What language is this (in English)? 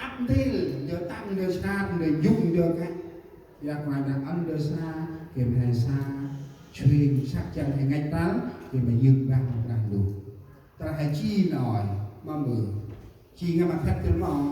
Central Mnong